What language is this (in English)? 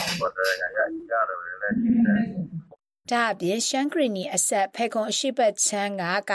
Burmese